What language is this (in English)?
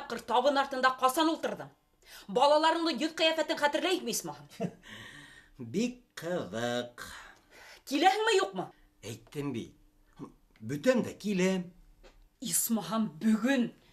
Bashkir